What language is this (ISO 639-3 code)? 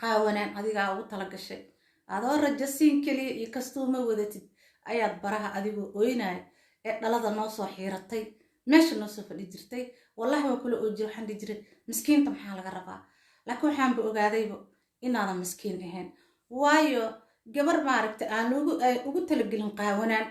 som